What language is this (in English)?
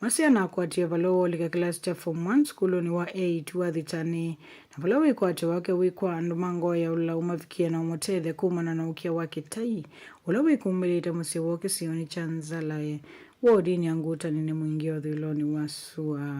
Kamba